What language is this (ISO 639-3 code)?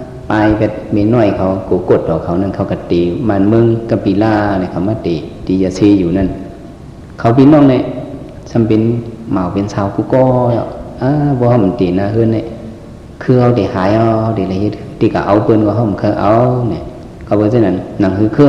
shn